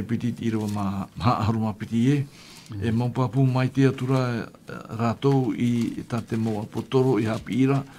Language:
Tahitian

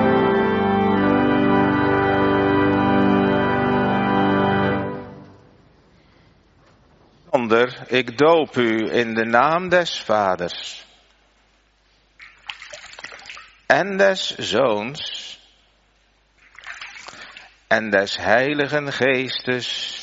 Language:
Dutch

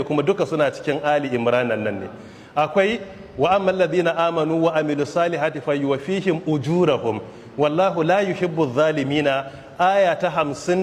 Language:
Hausa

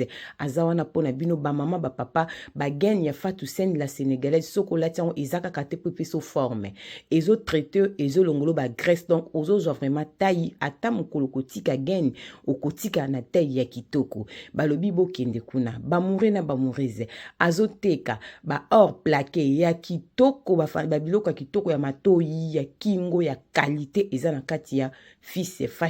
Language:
Lingala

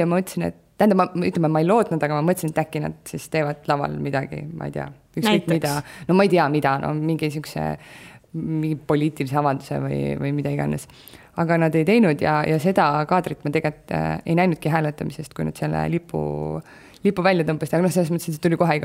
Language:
Estonian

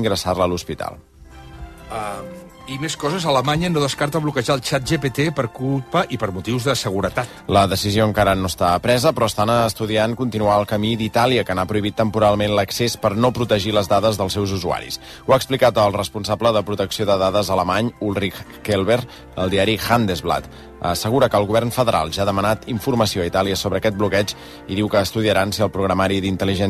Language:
Catalan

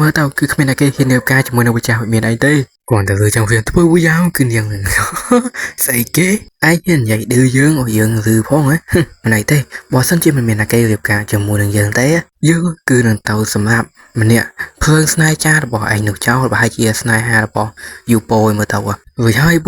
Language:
Khmer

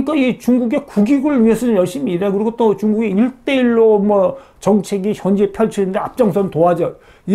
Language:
Korean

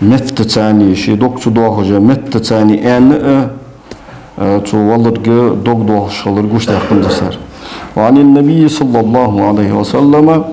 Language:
Ingush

